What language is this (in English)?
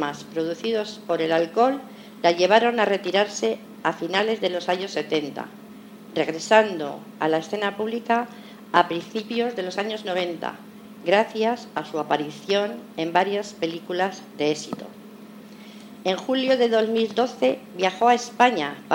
Spanish